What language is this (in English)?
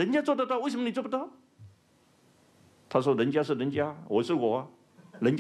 Chinese